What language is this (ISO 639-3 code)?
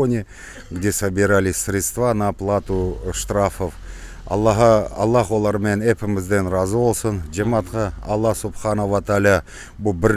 crh